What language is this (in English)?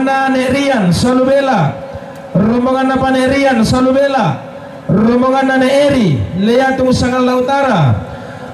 Toraja-Sa'dan